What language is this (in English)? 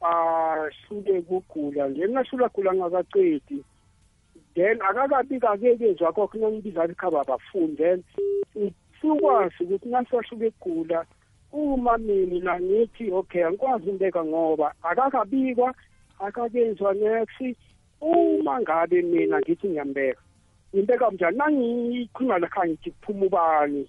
South Ndebele